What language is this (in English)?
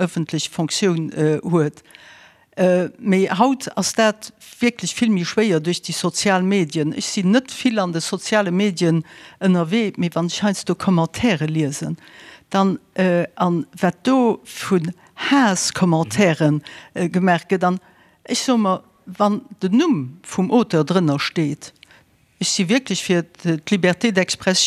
Luxembourgish